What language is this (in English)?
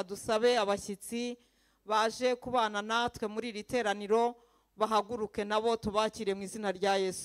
Kinyarwanda